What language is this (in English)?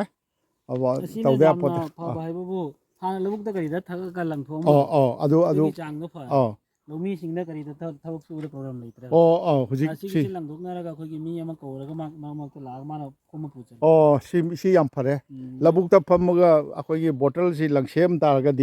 Manipuri